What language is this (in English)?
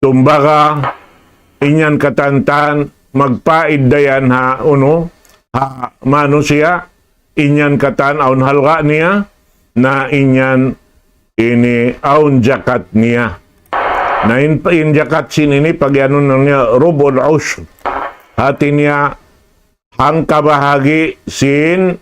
Tausug